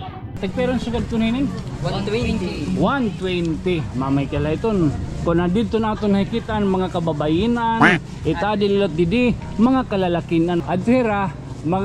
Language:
Waray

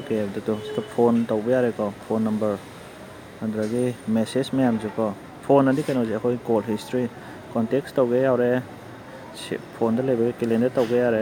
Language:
Manipuri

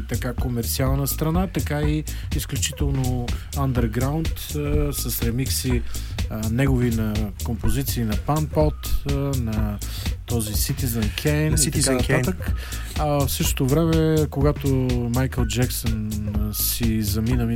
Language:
Bulgarian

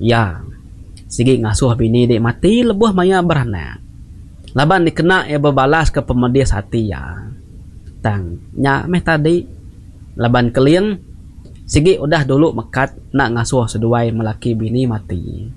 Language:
Iban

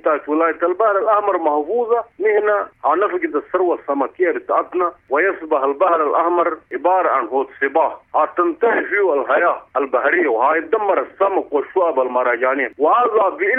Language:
Sudanese Arabic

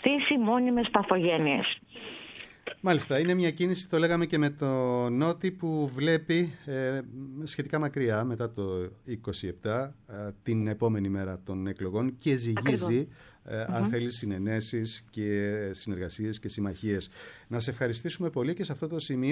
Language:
Greek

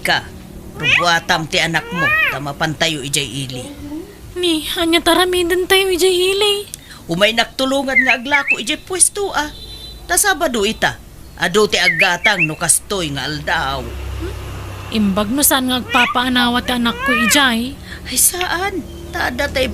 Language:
Iloko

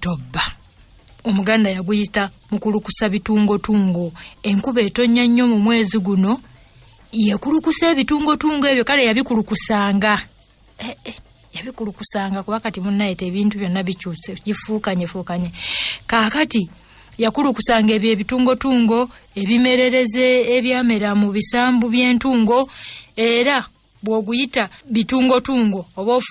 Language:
Ganda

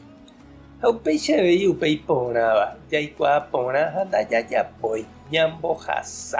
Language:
Guarani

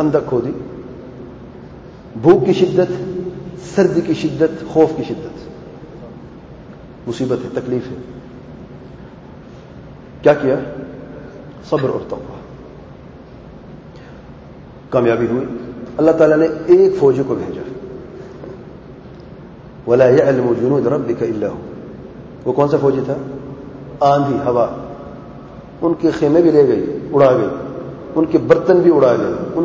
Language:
Urdu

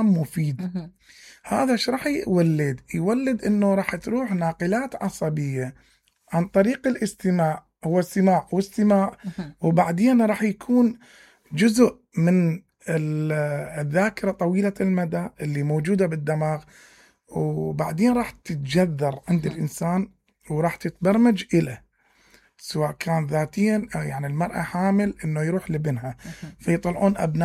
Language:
Mesopotamian Arabic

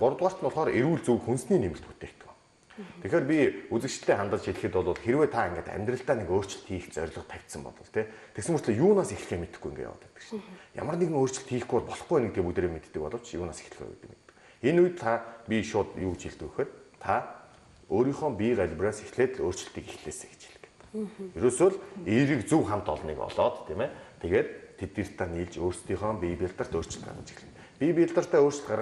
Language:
Mongolian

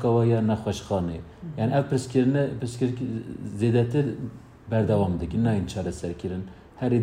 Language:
Kurdish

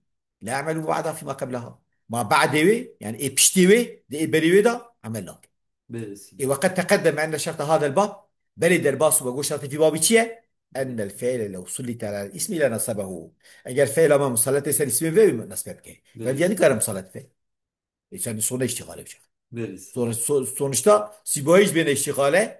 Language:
Kurdish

